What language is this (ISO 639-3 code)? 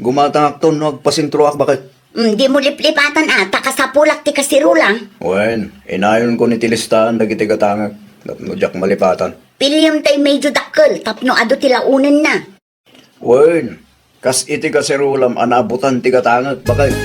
ilo